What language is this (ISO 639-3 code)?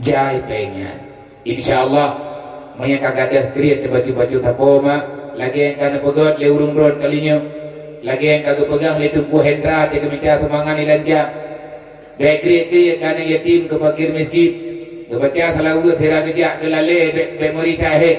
ace